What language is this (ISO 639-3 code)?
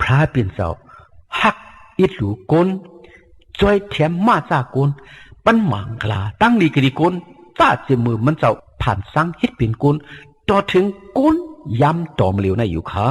shn